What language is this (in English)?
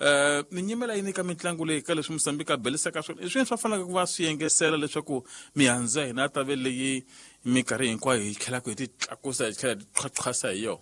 Tsonga